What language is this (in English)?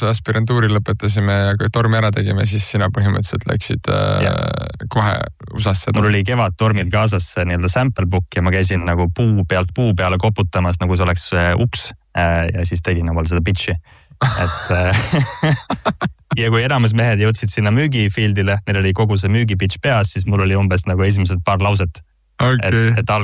Estonian